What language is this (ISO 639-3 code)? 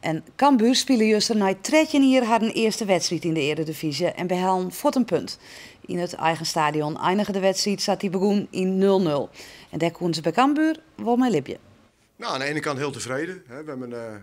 fry